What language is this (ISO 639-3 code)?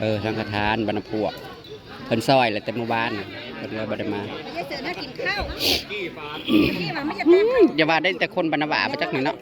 tts